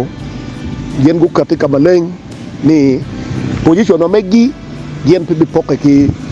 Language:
Acoli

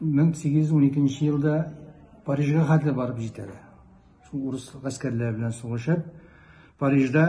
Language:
Tatar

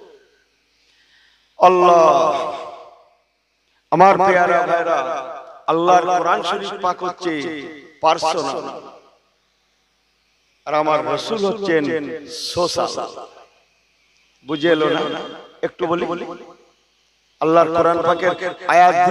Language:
Bangla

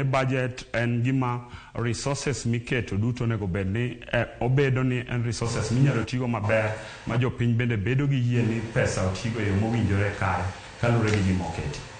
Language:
Luo (Kenya and Tanzania)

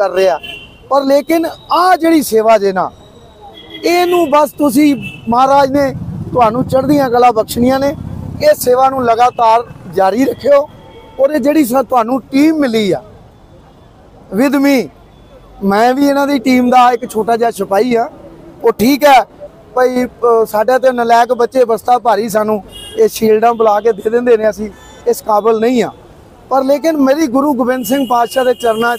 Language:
Punjabi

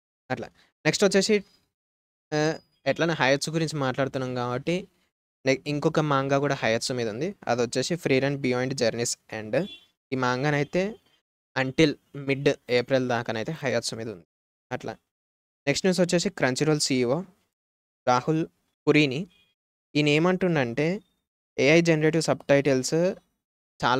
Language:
Telugu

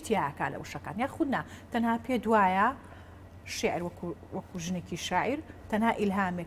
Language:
Central Kurdish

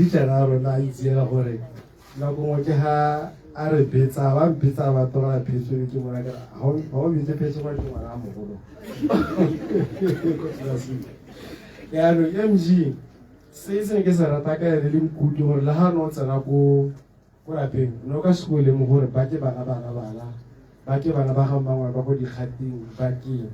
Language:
Tswana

